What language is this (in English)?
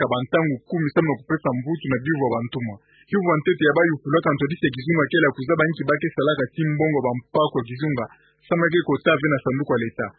Kituba (Democratic Republic of Congo)